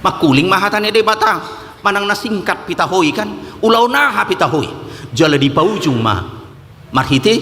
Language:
Batak Toba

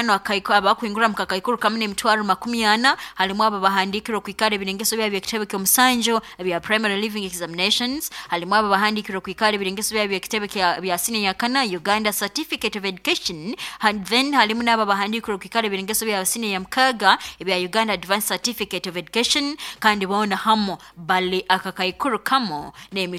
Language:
Nyoro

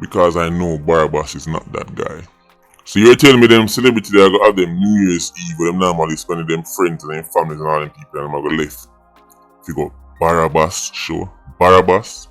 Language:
Jamaican Creole English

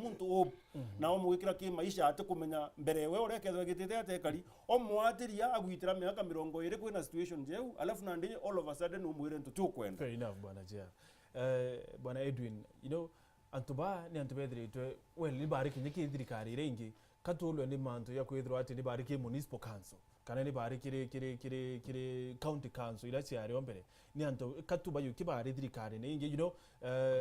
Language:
Meru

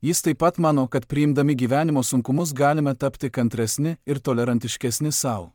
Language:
Lithuanian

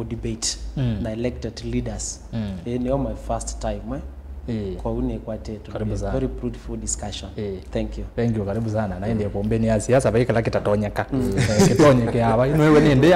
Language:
Kamba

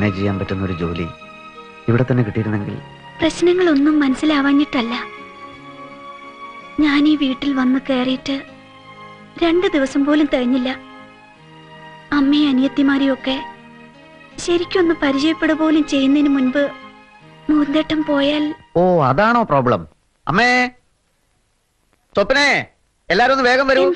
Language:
Malayalam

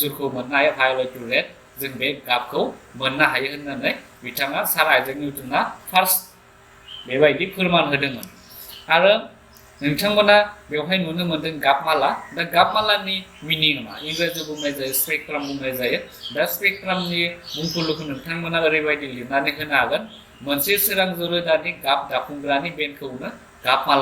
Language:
Bodo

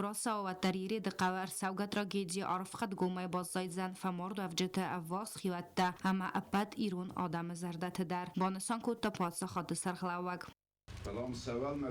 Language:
Ossetic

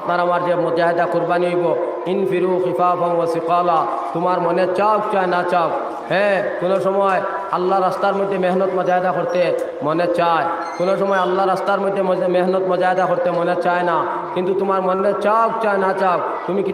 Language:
Sylheti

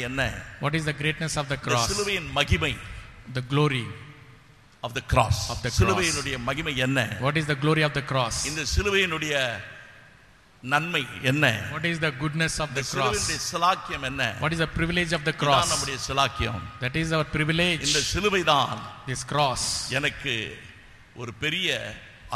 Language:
Tamil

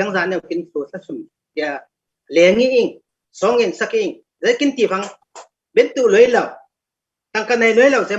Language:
Falam Chin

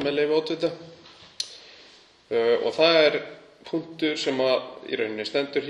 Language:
Icelandic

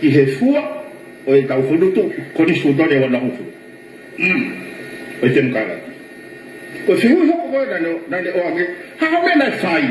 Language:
Tongan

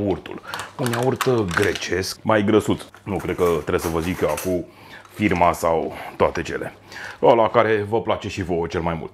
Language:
Romanian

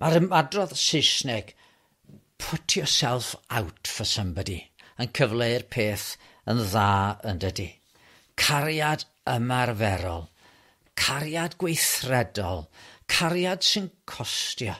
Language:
Welsh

